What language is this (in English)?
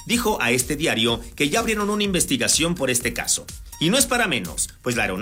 Spanish